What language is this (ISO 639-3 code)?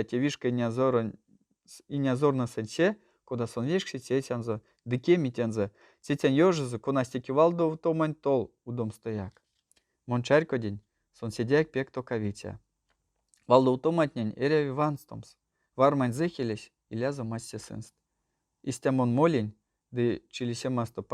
myv